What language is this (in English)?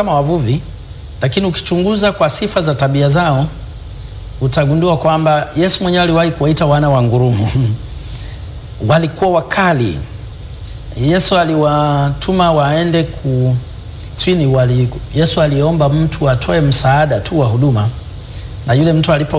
Swahili